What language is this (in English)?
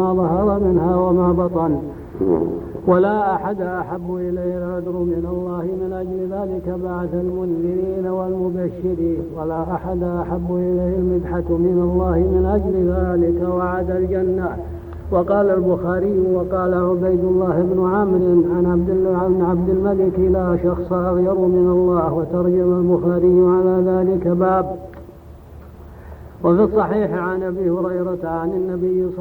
Arabic